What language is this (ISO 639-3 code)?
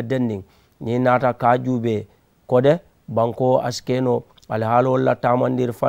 man